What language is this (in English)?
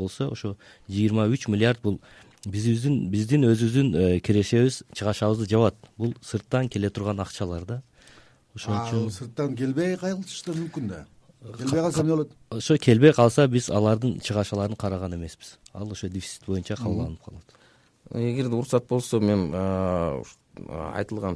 Kyrgyz